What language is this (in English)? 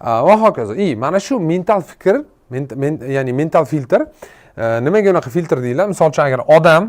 Uzbek